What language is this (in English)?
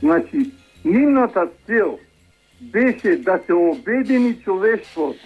Macedonian